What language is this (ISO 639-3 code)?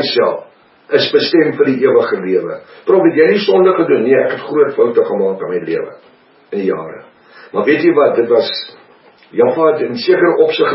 afr